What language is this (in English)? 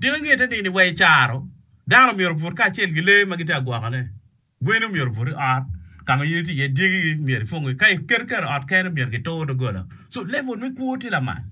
Acoli